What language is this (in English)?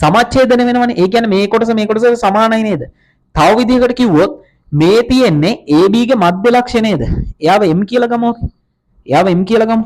Sinhala